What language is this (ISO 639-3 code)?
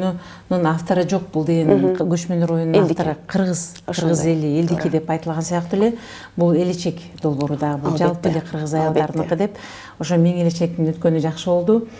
kir